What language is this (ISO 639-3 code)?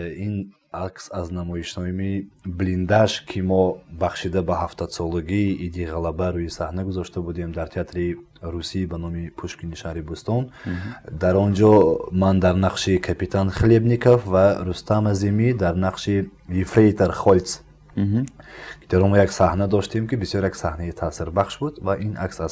tgk